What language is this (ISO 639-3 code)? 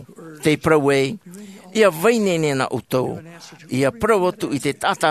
tah